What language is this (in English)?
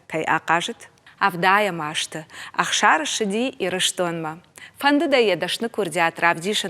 Ossetic